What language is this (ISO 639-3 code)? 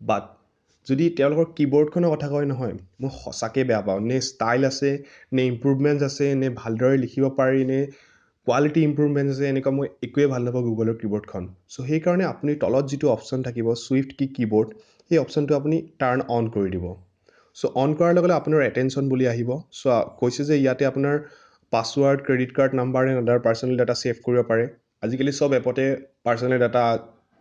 asm